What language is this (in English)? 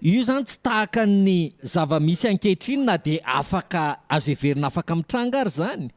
Malagasy